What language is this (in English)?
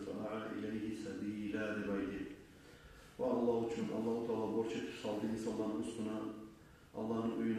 Kumyk